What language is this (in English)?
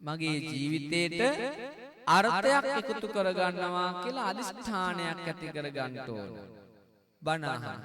Sinhala